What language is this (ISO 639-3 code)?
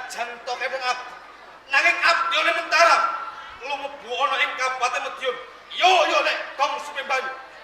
jav